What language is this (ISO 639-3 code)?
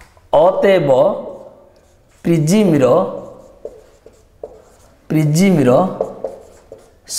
ori